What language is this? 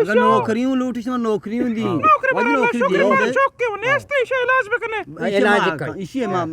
Eastern Balochi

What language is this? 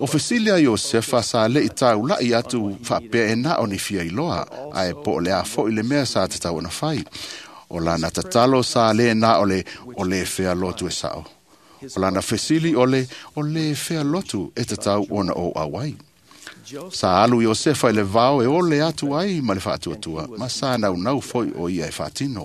Samoan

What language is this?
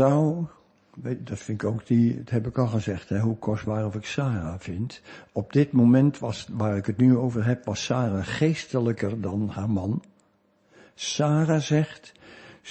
Dutch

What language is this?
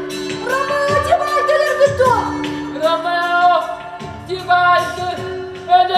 Yakut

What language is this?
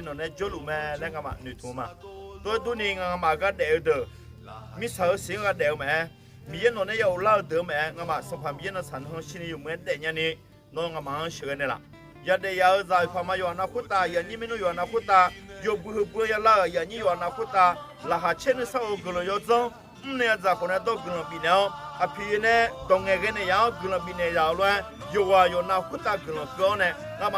Akha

